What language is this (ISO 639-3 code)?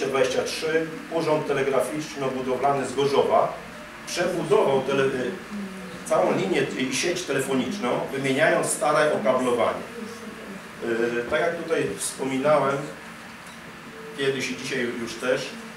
pol